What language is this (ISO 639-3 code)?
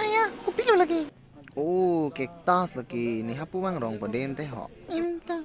mjw